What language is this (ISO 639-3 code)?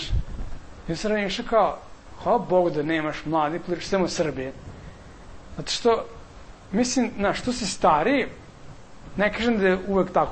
srp